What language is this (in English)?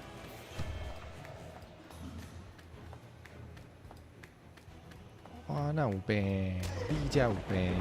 Min Nan Chinese